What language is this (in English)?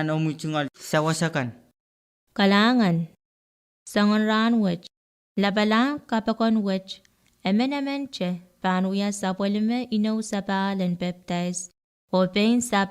Pohnpeian